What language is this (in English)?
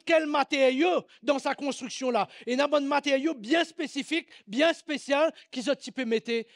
Morisyen